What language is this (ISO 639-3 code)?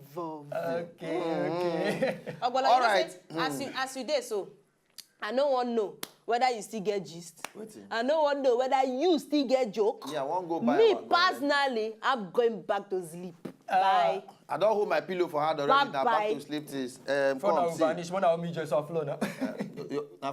pcm